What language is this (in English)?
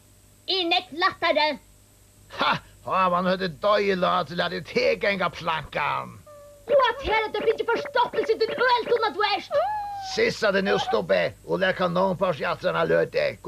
Faroese